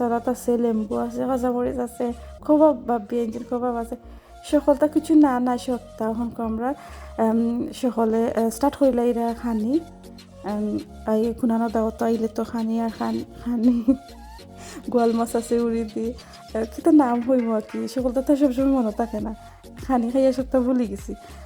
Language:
Sylheti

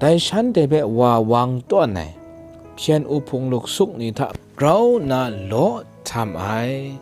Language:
Kachin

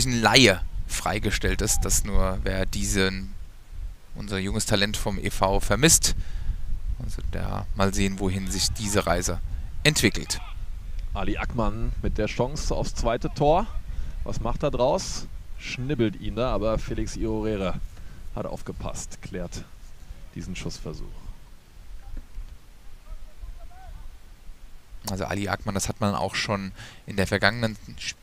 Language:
German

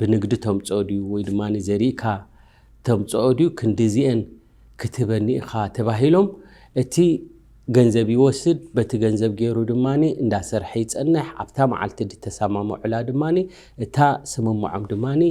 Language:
Tigrinya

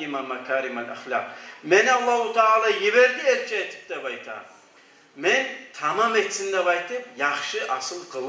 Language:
Kumyk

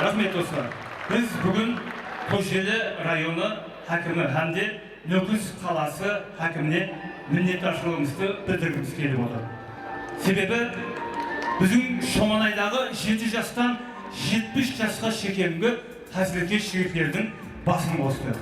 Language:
Kara-Kalpak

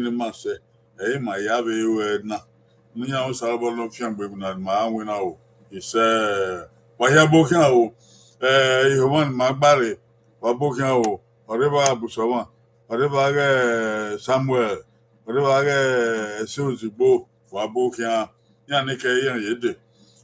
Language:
Bini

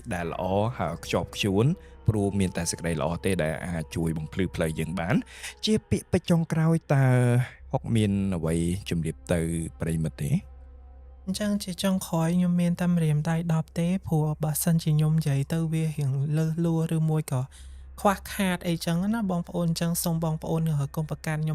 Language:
Khmer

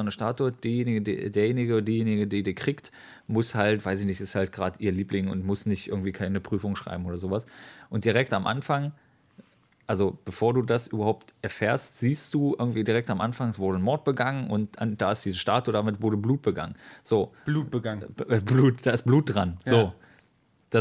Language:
German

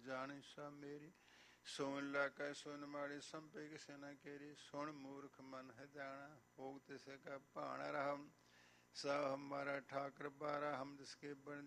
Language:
Punjabi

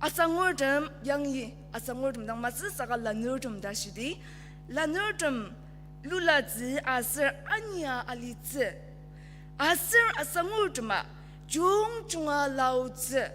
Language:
Ao Naga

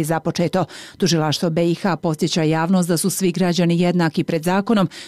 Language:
Bosnian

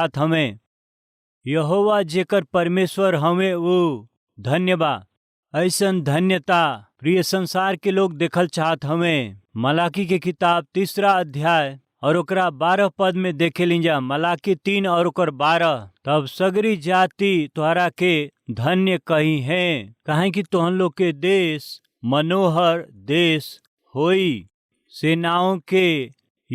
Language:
Bhojpuri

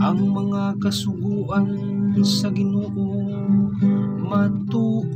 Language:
Cebuano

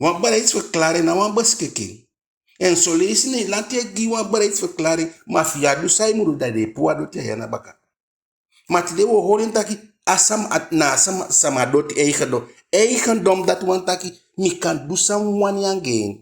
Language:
Eastern Maroon Creole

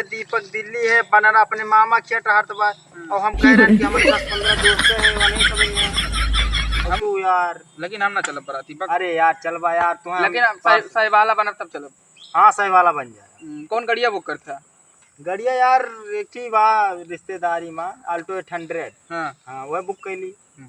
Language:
Awadhi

